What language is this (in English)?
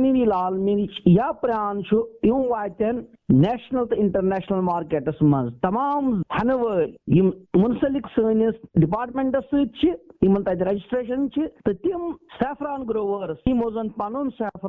Kashmiri